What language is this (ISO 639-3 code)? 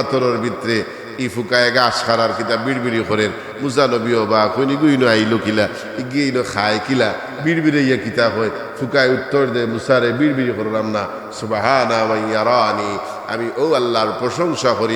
syl